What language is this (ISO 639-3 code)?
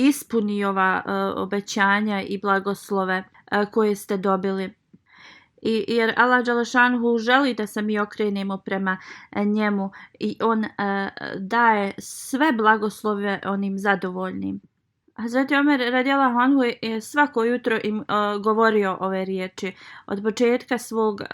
bos